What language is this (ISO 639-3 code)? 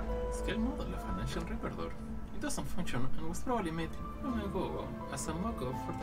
eng